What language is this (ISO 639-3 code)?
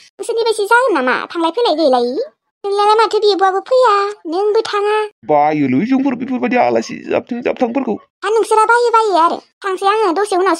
brx